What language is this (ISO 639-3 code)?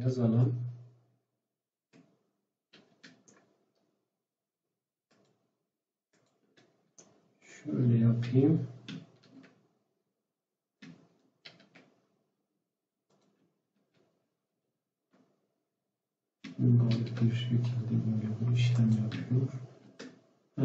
tur